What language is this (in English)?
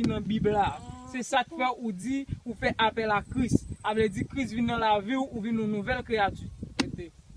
Haitian Creole